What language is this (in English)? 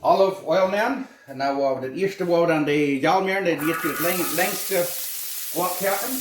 Plautdietsch